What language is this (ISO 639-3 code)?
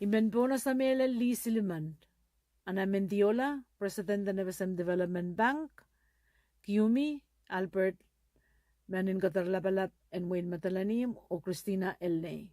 pon